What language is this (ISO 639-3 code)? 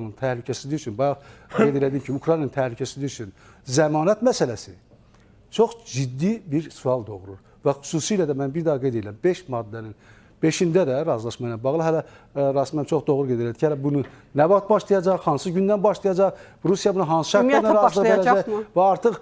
aze